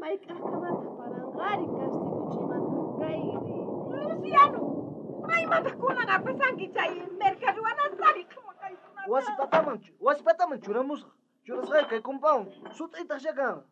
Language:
South Bolivian Quechua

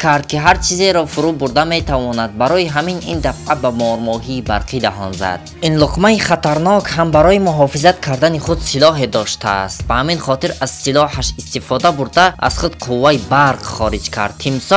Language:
Tajik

